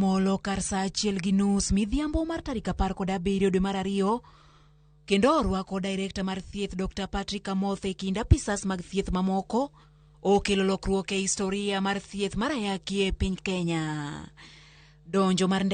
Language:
Luo (Kenya and Tanzania)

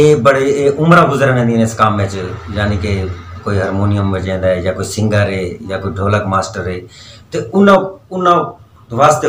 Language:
Saraiki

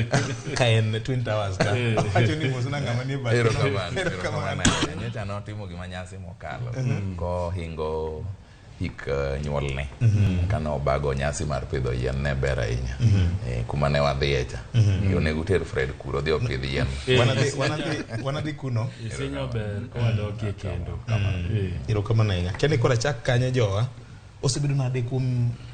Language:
Luo (Kenya and Tanzania)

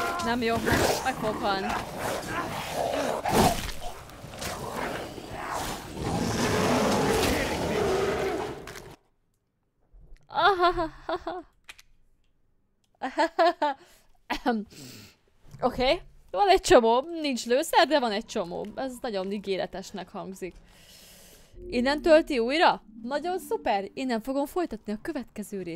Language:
Hungarian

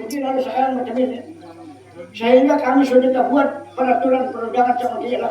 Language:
Banjar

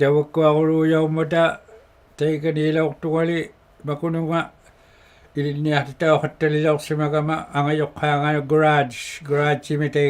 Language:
Inuktitut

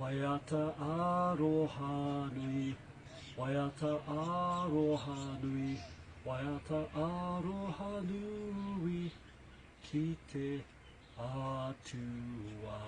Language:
Māori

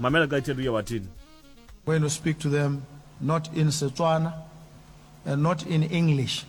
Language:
Xhosa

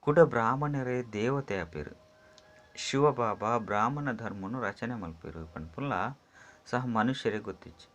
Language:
Tulu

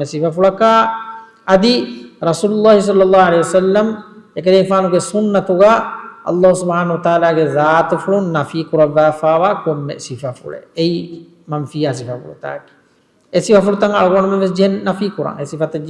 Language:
Divehi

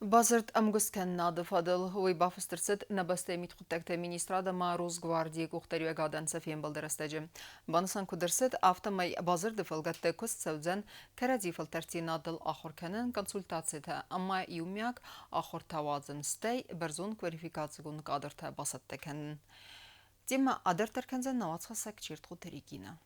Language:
Ossetic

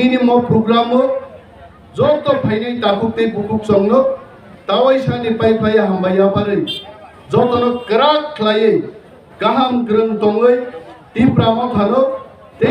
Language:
Kok Borok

